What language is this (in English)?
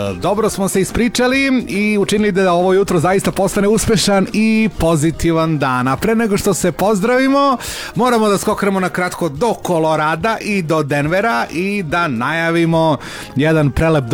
Serbian